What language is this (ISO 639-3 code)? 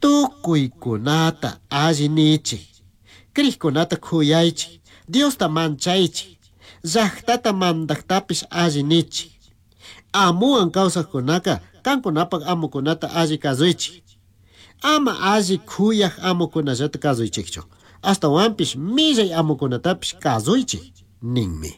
qug